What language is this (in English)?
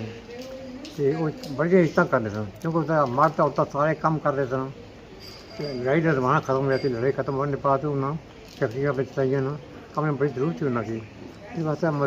Pahari-Potwari